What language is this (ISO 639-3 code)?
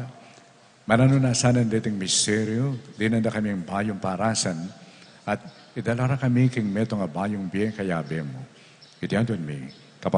pam